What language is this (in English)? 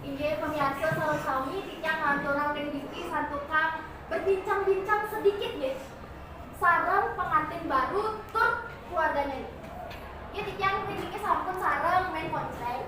Balinese